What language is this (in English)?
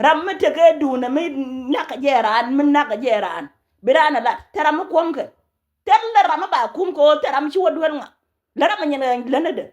Nuer